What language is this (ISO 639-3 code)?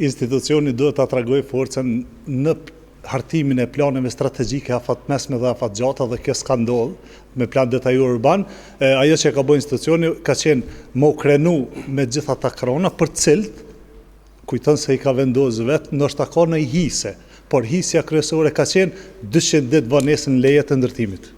sqi